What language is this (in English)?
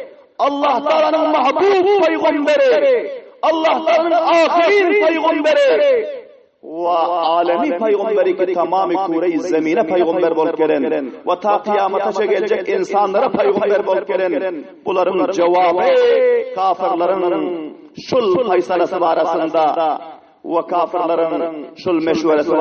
Turkmen